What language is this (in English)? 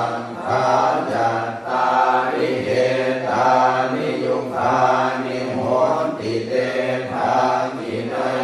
Pali